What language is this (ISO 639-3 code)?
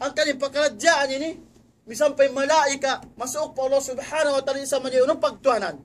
tsg